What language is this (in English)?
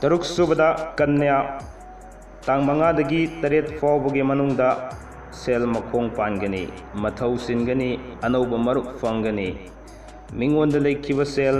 Manipuri